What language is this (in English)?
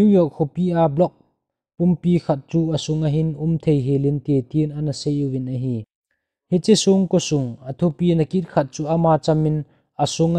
Thado Chin